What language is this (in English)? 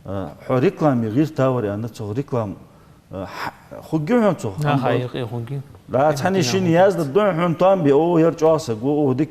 Ingush